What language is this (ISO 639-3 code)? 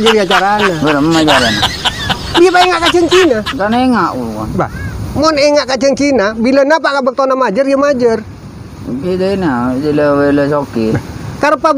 mad